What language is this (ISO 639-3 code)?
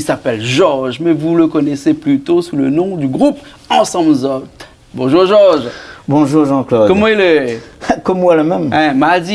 rcf